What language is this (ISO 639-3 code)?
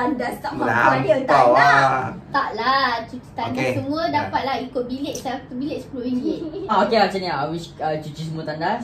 msa